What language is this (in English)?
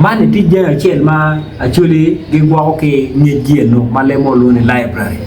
Acoli